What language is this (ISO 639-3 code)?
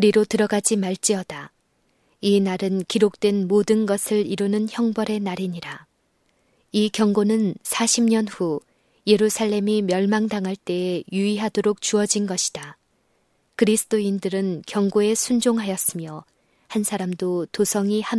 kor